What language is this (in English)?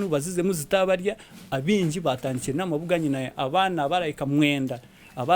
Nyankole